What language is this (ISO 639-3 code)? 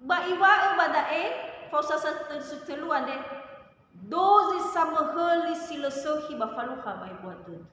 nia